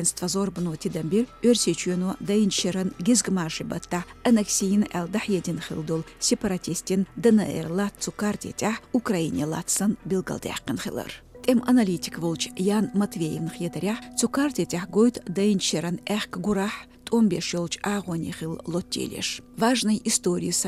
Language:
Chechen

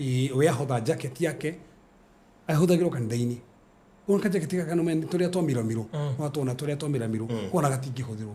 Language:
Kikuyu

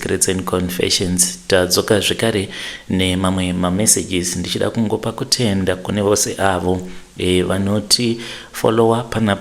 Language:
Shona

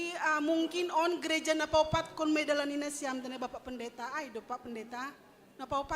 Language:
Batak Simalungun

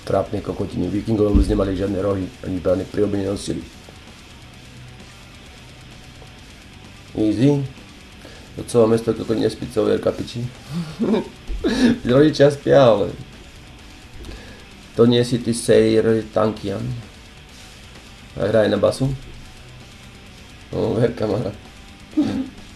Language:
Slovak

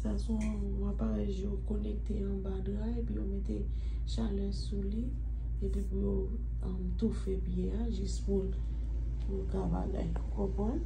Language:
Haitian Creole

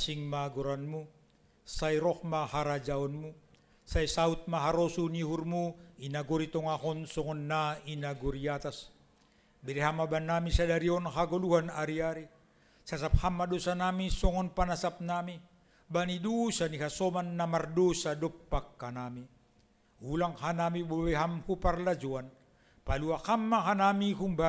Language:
Batak Simalungun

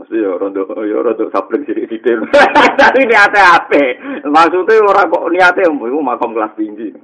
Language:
Javanese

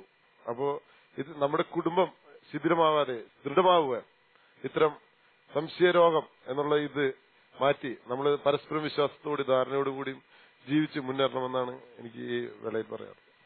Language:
Malayalam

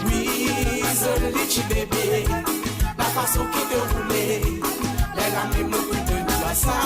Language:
Morisyen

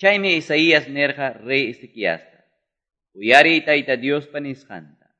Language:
Quechua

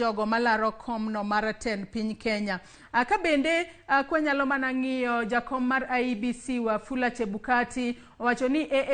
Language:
Luo (Kenya and Tanzania)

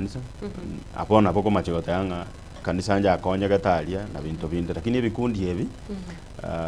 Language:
Gusii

